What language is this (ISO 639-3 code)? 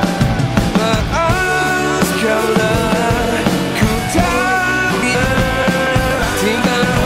ind